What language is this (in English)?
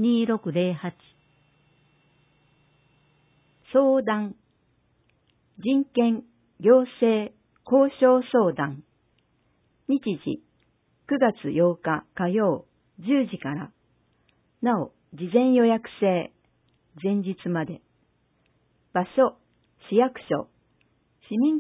Japanese